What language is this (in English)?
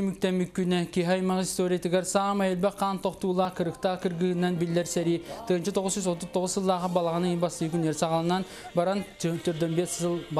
Yakut